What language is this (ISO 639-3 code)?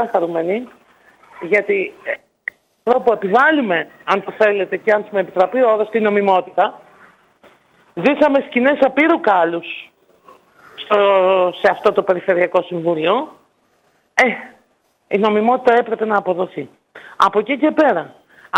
ell